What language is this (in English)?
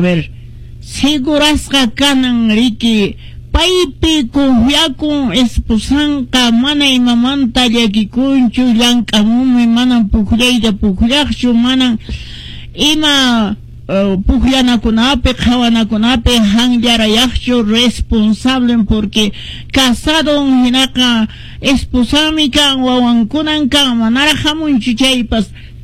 Quechua